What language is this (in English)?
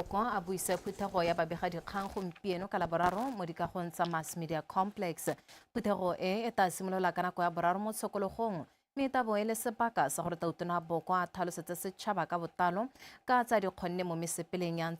Tswana